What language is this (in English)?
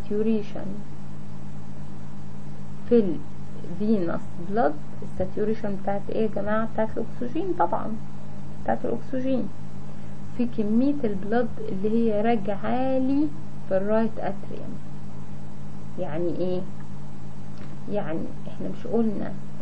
Egyptian Arabic